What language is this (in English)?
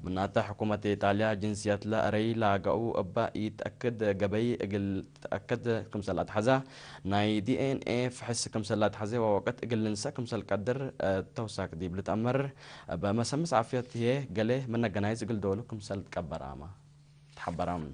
Tigre